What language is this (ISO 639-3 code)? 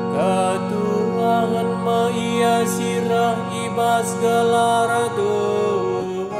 btx